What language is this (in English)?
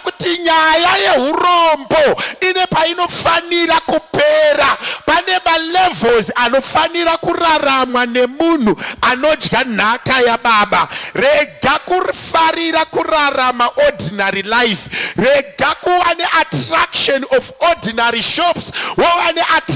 Shona